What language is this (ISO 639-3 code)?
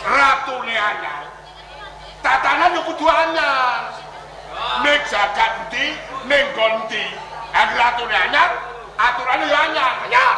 jav